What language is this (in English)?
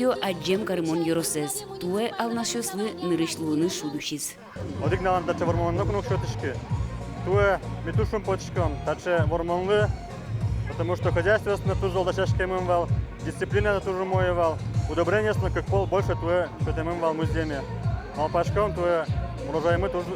Udmurt